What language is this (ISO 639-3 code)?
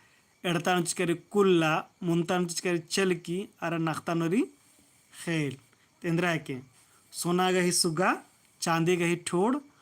kru